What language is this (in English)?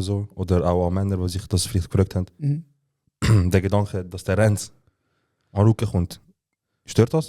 Swiss German